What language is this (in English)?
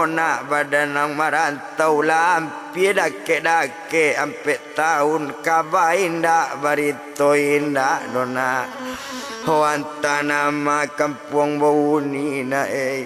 Minangkabau